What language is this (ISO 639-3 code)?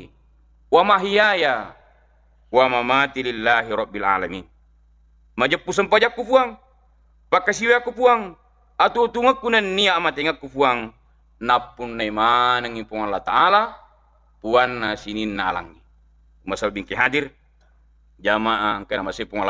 bug